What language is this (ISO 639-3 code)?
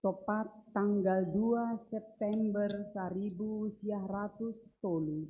bts